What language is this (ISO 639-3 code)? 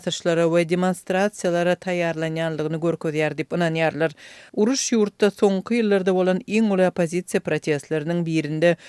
tuk